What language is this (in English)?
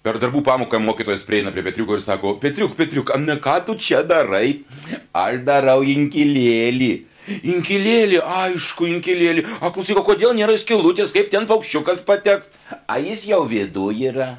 Lithuanian